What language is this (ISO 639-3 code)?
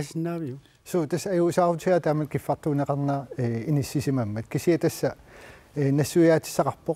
kal